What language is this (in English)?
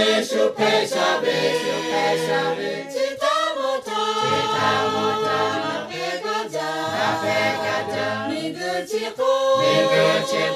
Lahu